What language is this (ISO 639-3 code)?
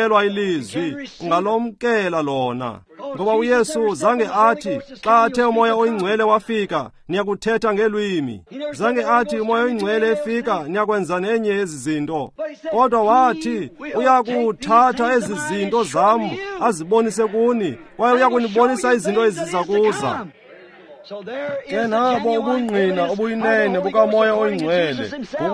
xho